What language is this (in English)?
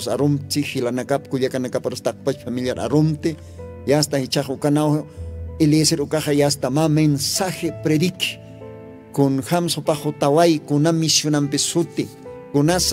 Aymara